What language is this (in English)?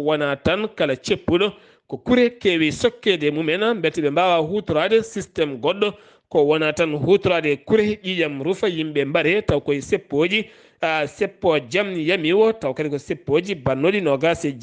Fula